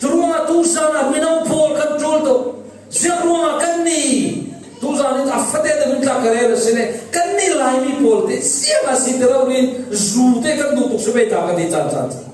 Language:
Falam Chin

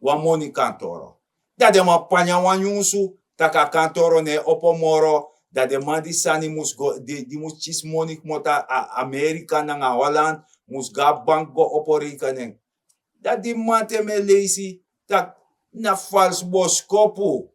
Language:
Sranan Tongo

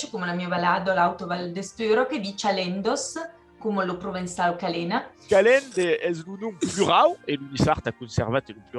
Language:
Occitan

